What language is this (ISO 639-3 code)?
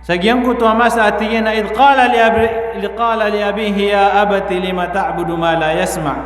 mrw